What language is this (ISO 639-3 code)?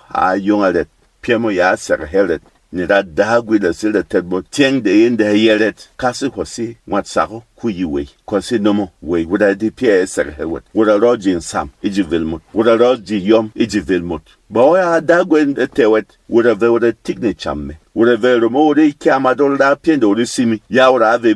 bom